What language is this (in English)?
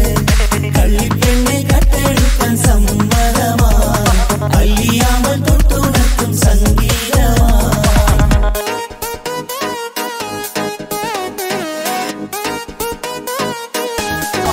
Malayalam